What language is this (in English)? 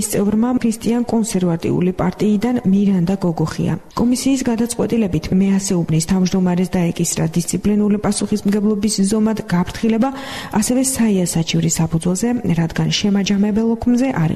Georgian